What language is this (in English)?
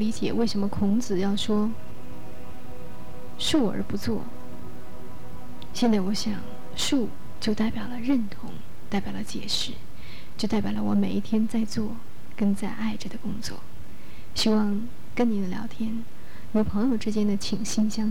Chinese